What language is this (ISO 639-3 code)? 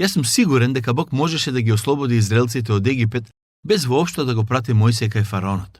mkd